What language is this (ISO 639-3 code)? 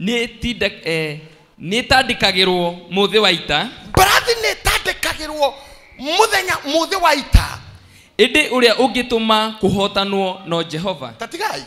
kik